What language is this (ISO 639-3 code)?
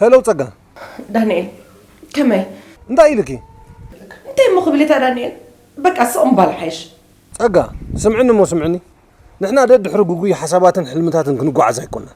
tir